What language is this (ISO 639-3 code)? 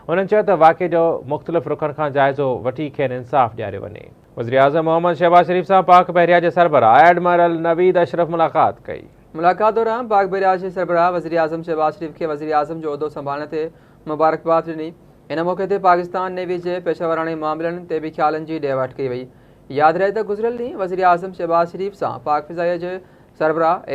snd